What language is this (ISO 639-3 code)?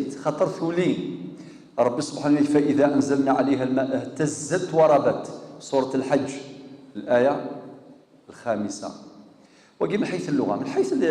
kab